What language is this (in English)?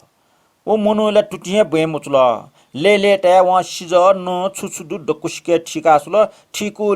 Newari